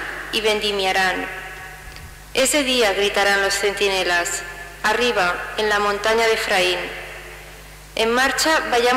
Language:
Spanish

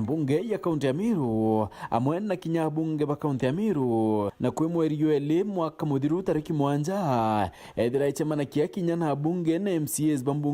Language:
Meru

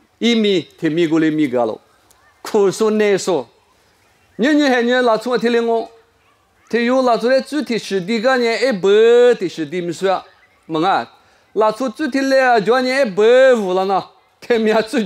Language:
Lisu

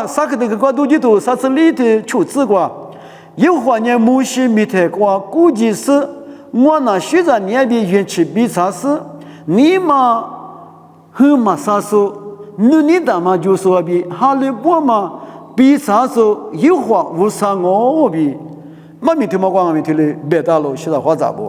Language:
Lisu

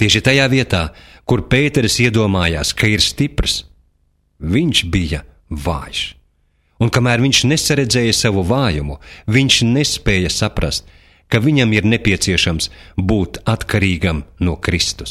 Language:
Latvian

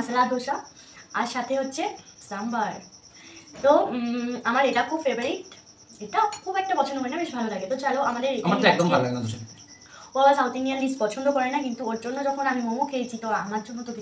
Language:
Bangla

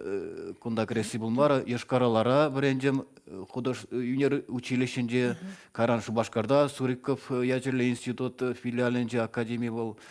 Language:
Chuvash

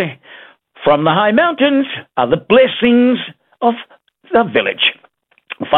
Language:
Samoan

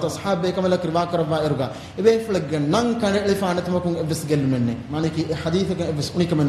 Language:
Divehi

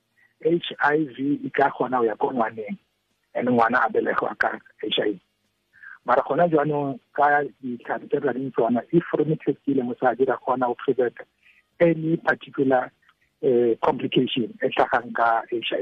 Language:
Tswana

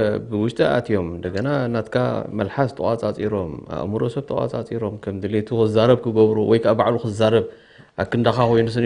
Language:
Tigrinya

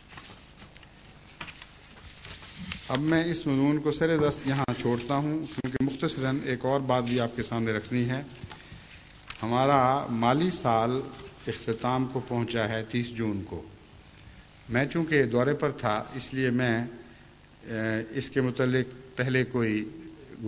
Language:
Urdu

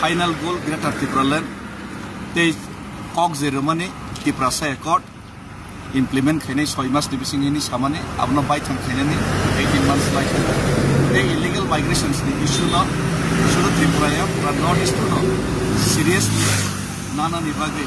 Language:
Kok Borok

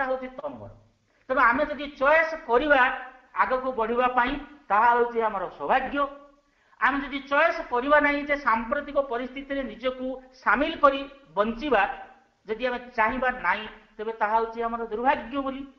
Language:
Odia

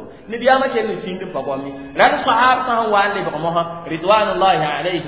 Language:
Mossi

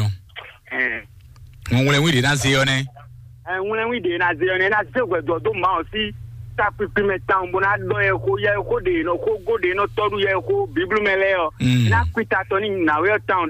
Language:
Fon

